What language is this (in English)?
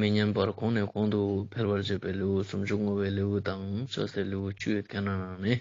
Ladakhi